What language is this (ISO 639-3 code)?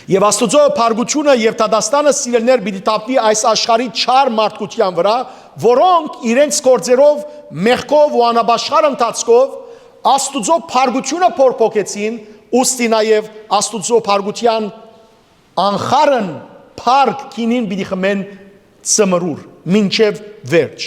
hyw